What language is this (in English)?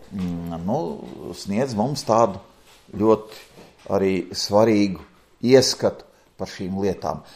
Latvian